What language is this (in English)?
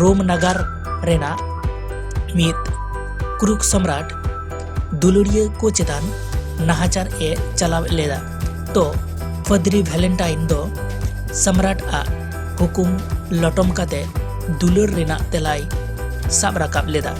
Santali